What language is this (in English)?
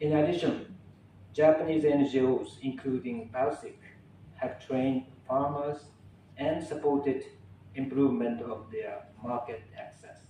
Tetum